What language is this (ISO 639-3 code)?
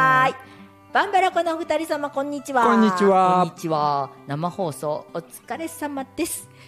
jpn